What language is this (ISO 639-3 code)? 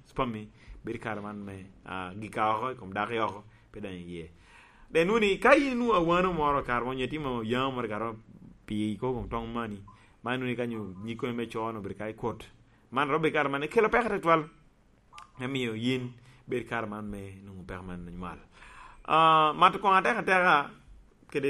laj